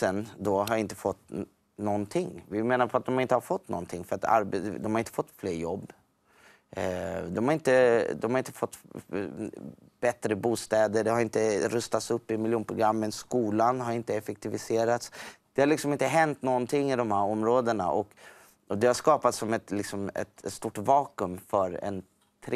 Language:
Swedish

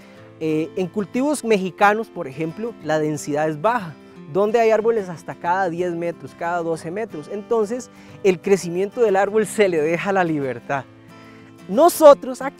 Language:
Spanish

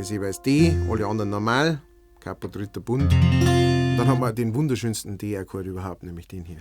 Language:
Bavarian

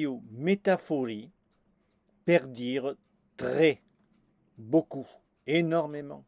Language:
Occitan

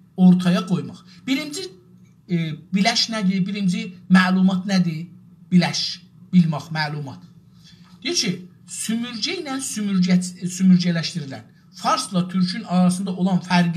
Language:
South Azerbaijani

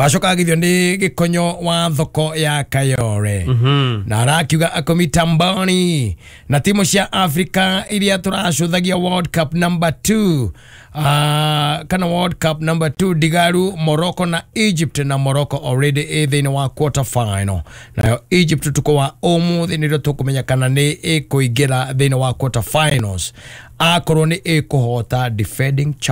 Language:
Kikuyu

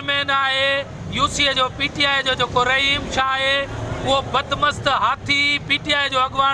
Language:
Sindhi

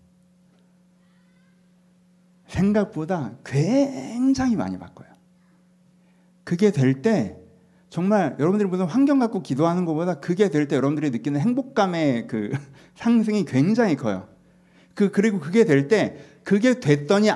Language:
Korean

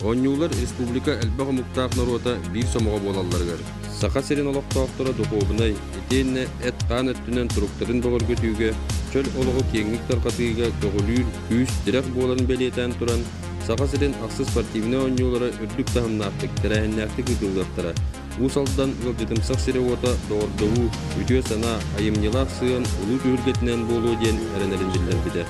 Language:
Yakut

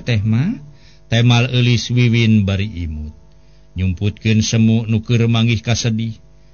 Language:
Sundanese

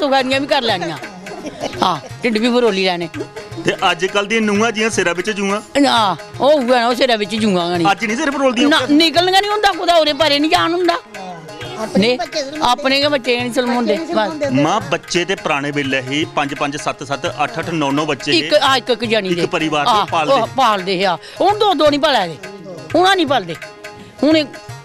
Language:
Dogri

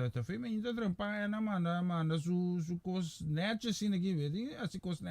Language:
Papiamento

